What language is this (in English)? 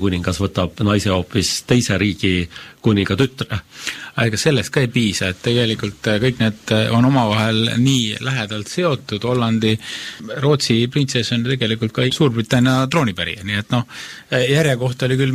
Estonian